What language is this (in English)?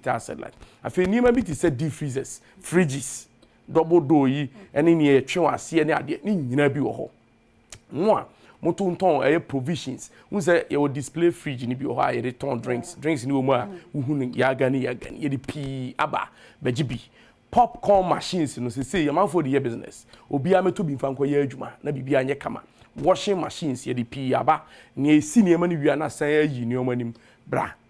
Akan